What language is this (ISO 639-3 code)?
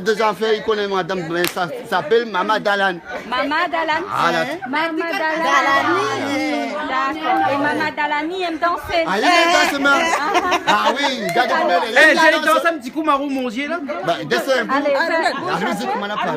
rcf